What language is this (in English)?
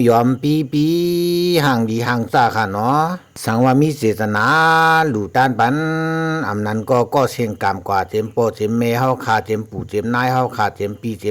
Shan